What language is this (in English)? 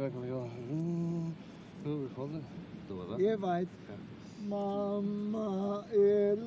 Faroese